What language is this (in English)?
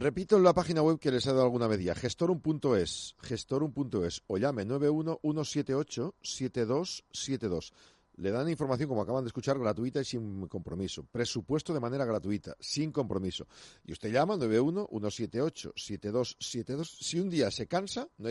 Spanish